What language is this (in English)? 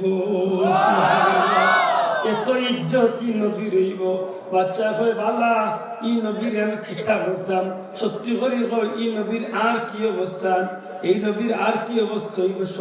Sylheti